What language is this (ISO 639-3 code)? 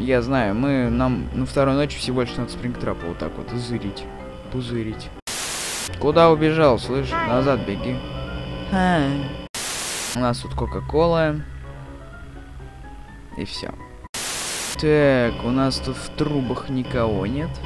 rus